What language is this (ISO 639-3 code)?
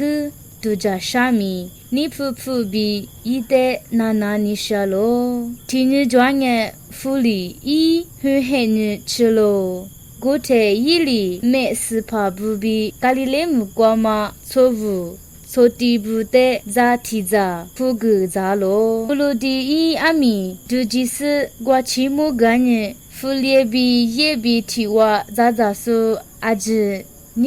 lis